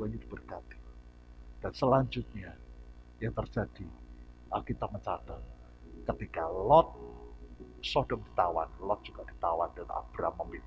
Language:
Indonesian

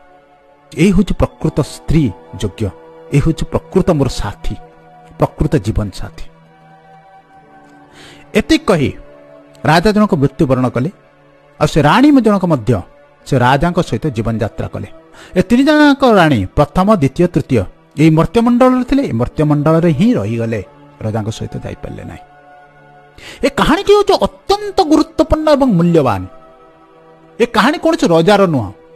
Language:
Odia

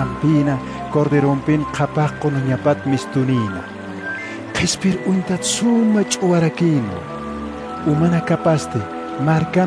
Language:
Aymara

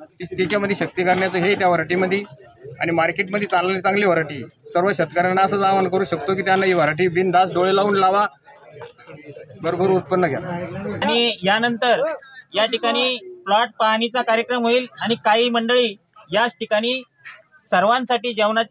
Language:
Marathi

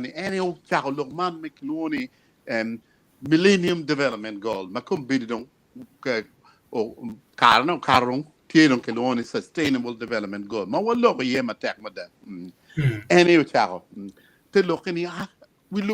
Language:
Acoli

